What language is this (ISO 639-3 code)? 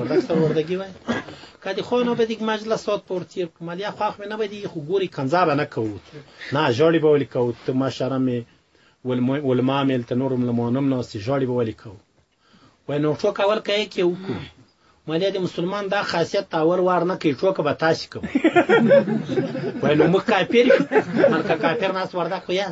pus